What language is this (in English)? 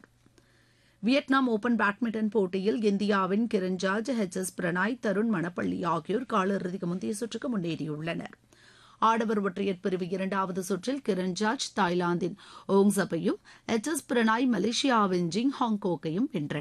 Tamil